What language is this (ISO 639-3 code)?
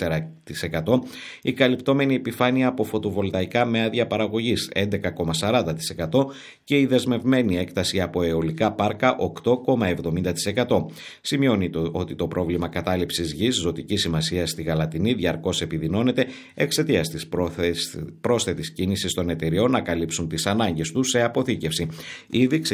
ell